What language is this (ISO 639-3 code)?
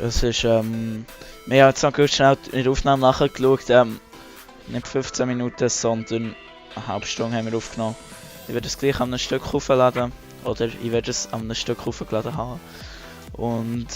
gsw